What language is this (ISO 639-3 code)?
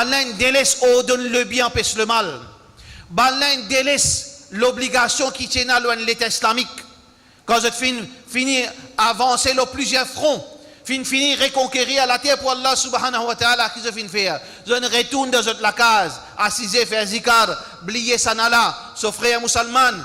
mfe